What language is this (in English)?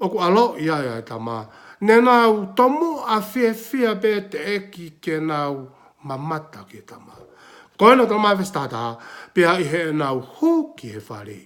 Tongan